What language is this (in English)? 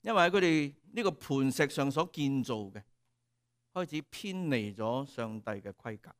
Cantonese